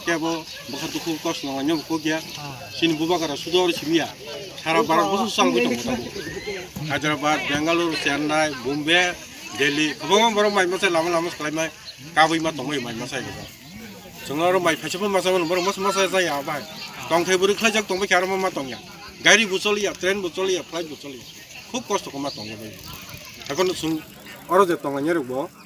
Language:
Kok Borok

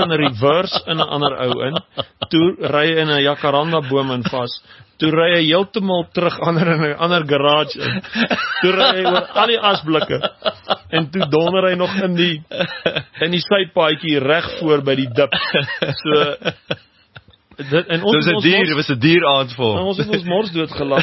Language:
Afrikaans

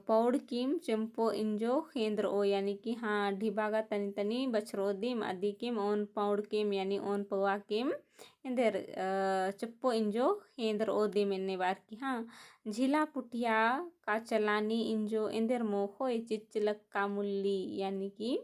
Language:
Kurukh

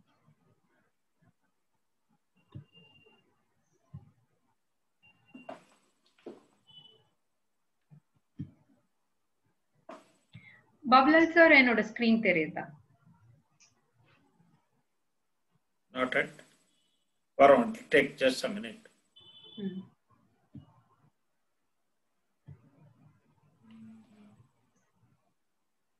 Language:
Tamil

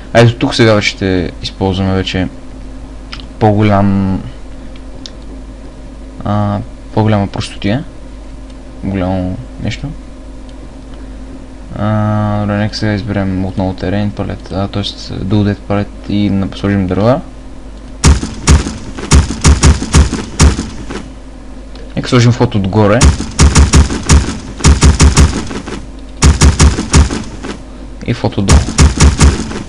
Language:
Bulgarian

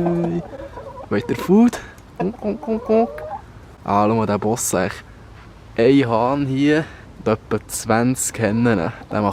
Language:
Swiss German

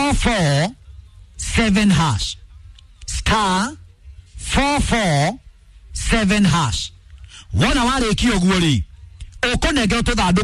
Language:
Kikuyu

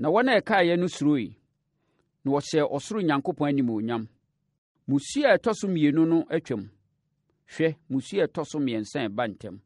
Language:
Akan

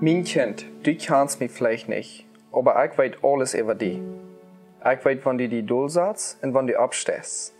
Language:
Plautdietsch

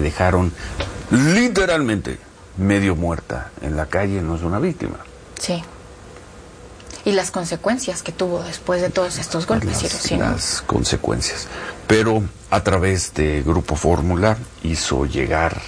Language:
Spanish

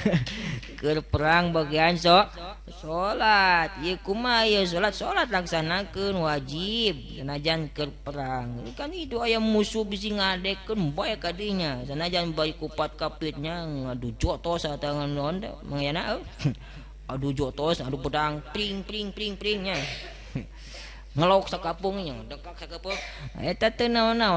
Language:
Sundanese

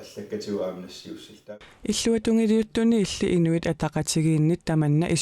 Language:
Kalaallisut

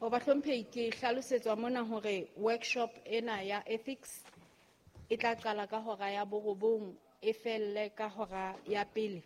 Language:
Southern Sotho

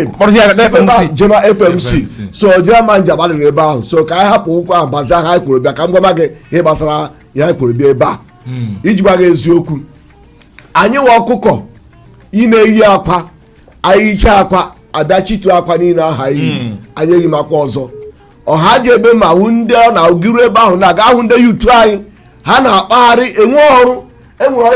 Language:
Igbo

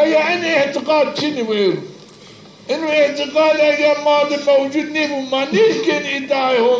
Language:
Zaza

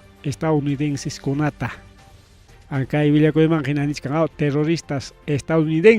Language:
Ayacucho Quechua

